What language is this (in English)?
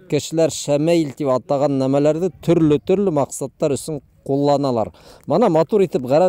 Bashkir